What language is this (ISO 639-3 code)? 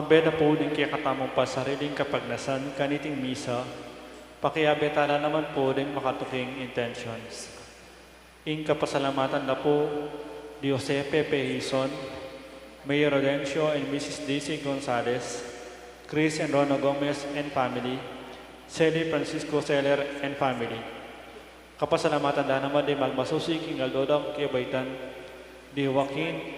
pam